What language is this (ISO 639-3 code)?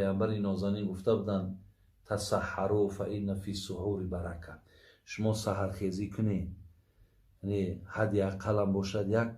tgk